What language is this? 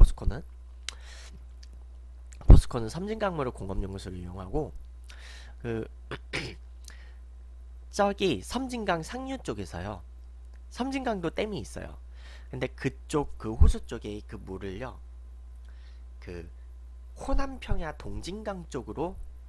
Korean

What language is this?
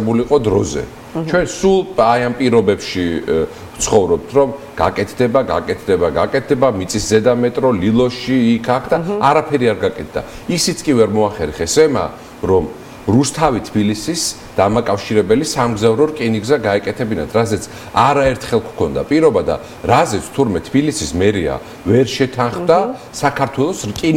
Georgian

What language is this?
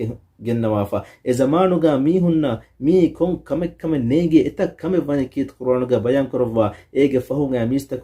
Divehi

